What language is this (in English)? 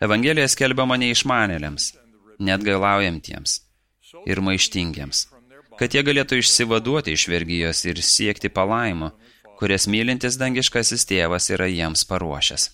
Lithuanian